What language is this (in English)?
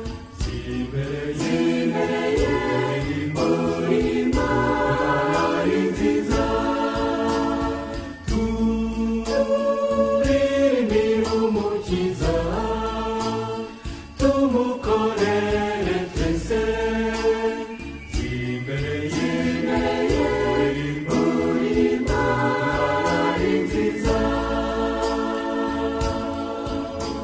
Kinyarwanda